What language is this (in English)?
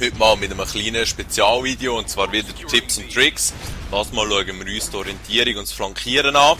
Swiss German